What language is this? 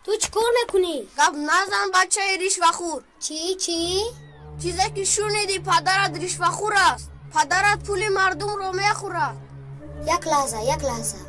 Tajik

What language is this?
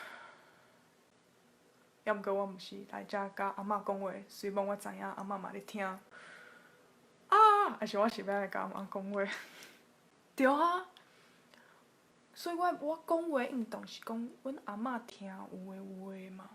Min Nan Chinese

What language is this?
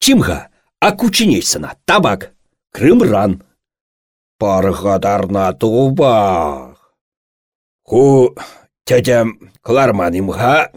Chuvash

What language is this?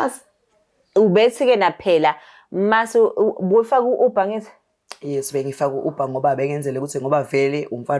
Zulu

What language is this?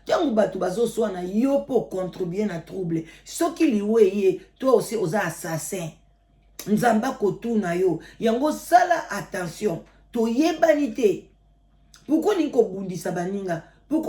Lingala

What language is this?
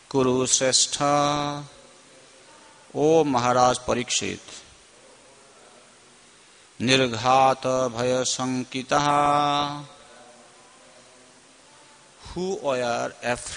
English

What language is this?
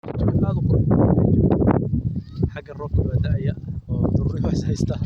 Somali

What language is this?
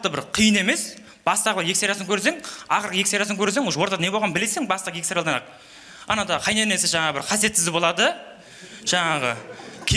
Kara-Kalpak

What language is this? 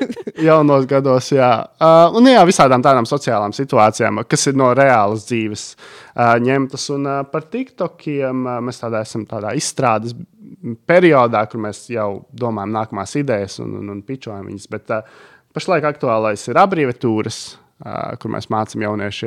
Latvian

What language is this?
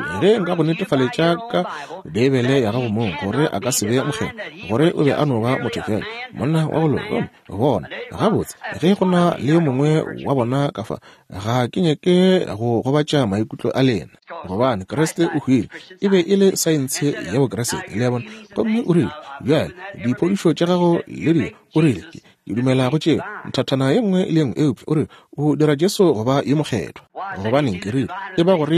Northern Sotho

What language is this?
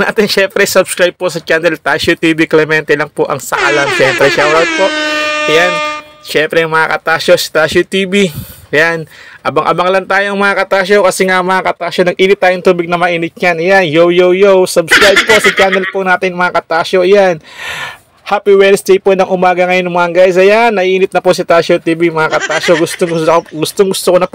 Filipino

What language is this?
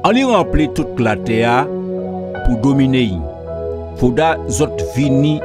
Guadeloupean Creole French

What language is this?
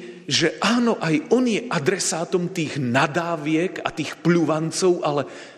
Slovak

